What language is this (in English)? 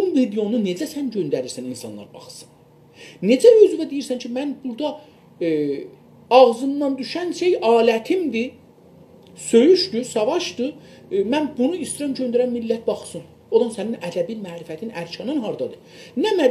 South Azerbaijani